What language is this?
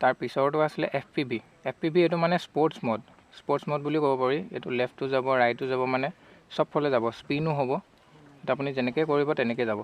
Assamese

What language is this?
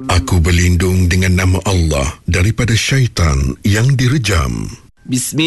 Malay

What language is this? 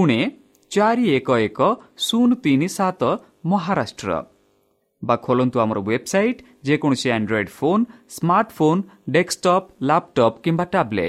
Odia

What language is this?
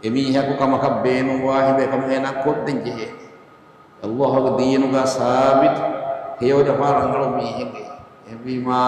Divehi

